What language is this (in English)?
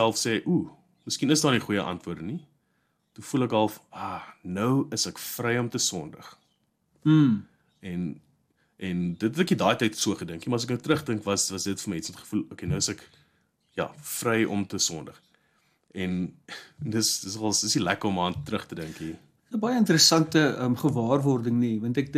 Afrikaans